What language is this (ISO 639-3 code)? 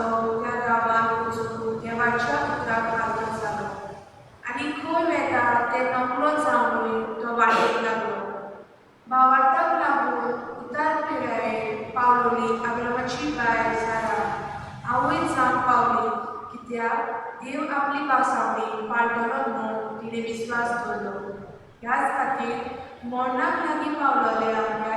kok